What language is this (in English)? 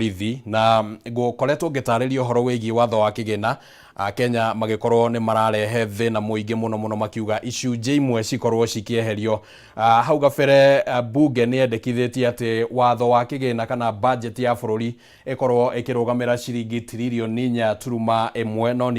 Kikuyu